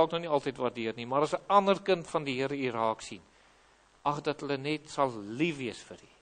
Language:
Afrikaans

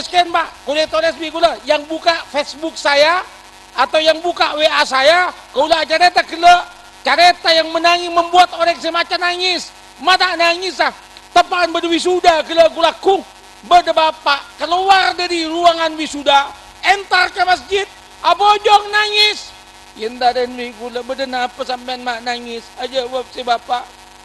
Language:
Madurese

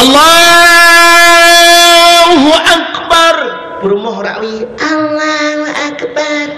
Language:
Achinese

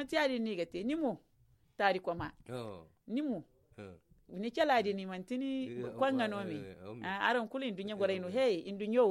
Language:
Zarma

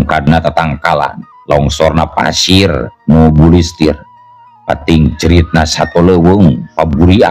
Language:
Sundanese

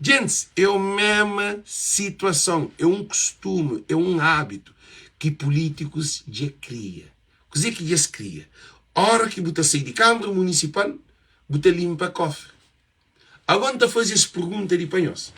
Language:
Kabuverdianu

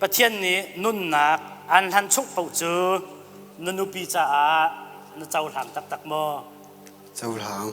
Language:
Hakha Chin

